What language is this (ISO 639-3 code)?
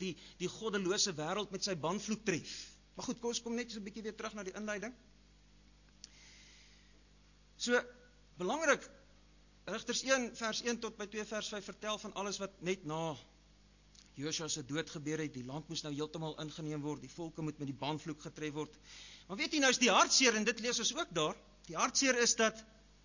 afr